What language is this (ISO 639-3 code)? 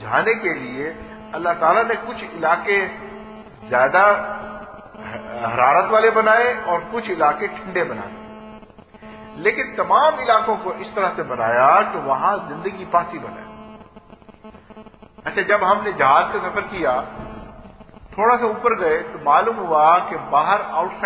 urd